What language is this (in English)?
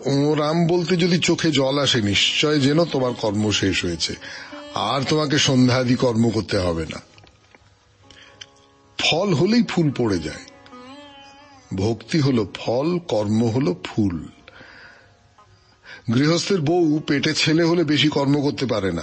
Bangla